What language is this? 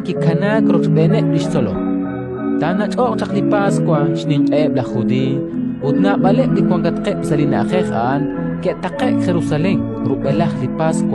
Kekchí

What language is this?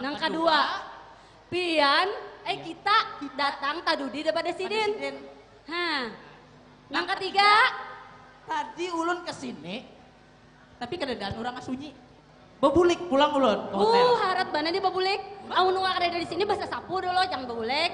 Banjar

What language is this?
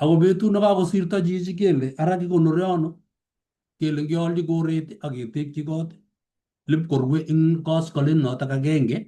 Kalenjin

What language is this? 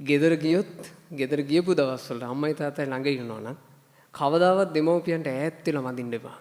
Sinhala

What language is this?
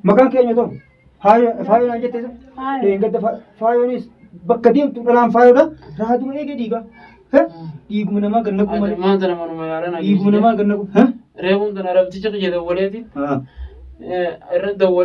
Oromo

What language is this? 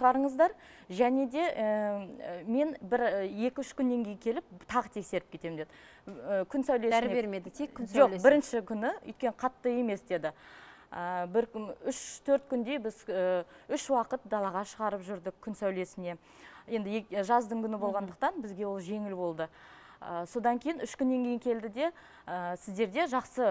Kazakh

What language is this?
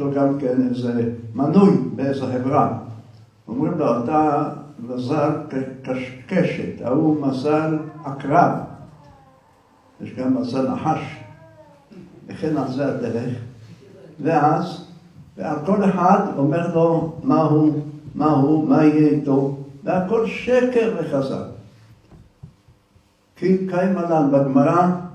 Hebrew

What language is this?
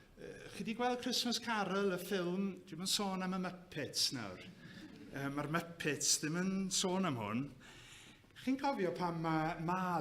Welsh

